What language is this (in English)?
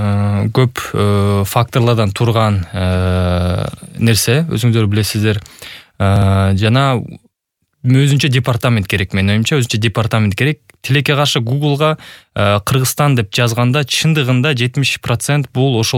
Kyrgyz